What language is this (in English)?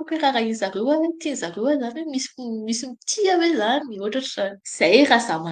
Malagasy